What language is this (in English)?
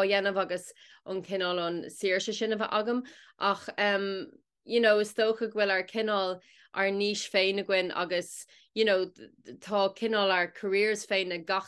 Irish